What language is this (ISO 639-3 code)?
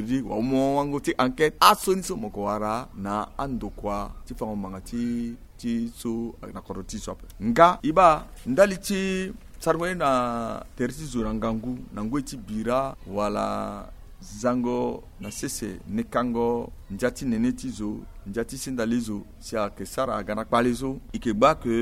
sag